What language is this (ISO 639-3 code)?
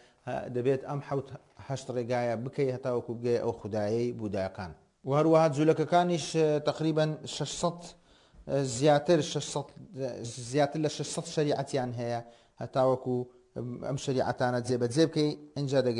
ckb